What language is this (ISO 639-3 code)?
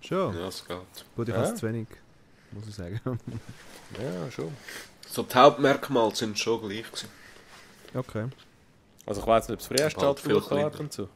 gsw